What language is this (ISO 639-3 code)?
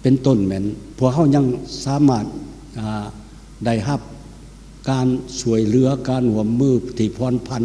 lao